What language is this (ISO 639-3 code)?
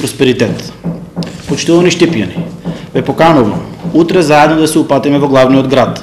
mkd